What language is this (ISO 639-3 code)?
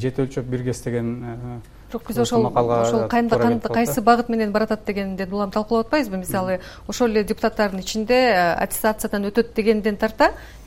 kir